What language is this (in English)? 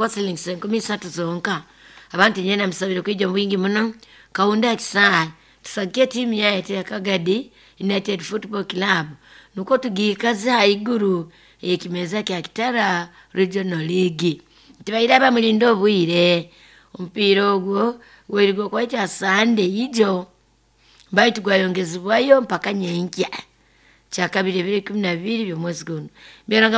Nyoro